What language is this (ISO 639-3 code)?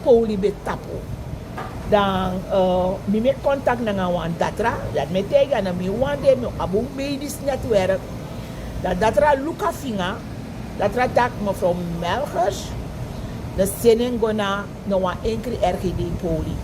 srn